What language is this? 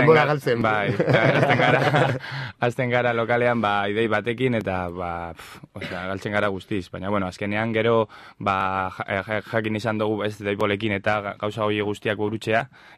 Basque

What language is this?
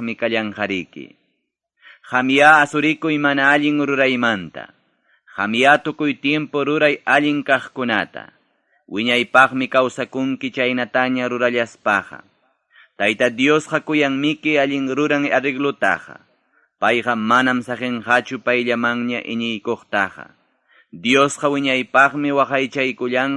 Ayacucho Quechua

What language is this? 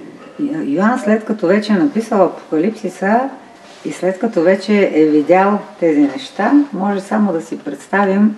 Bulgarian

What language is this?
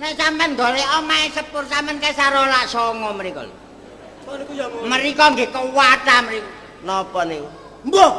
Javanese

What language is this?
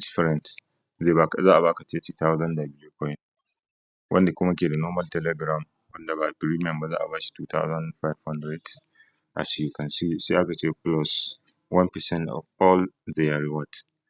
Hausa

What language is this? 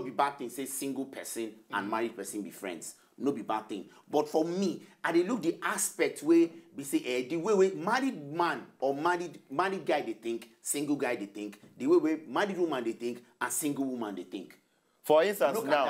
Nigerian Pidgin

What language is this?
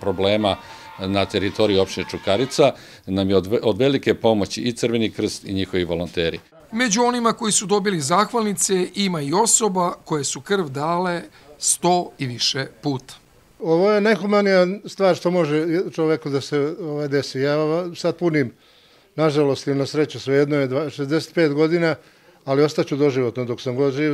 Serbian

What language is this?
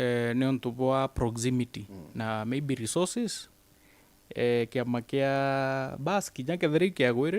Meru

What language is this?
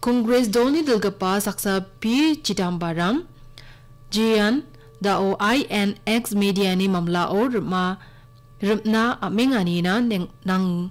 Garo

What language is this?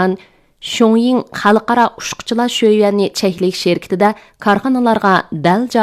Uyghur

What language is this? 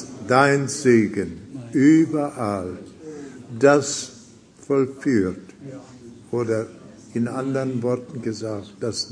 German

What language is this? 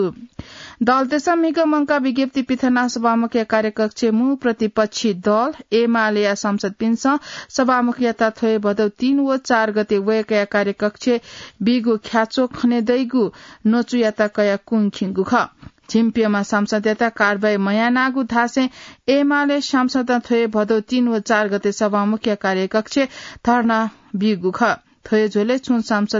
Newari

